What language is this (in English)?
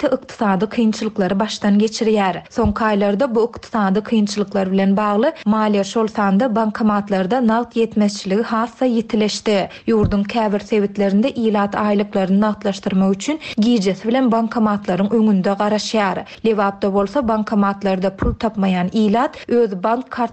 Turkmen